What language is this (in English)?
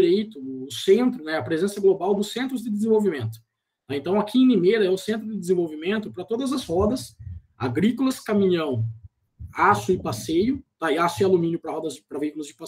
Portuguese